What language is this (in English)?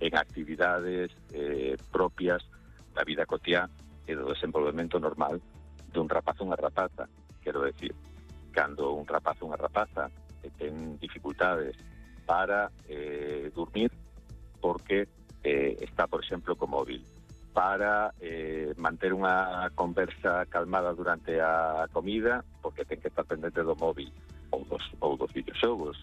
Galician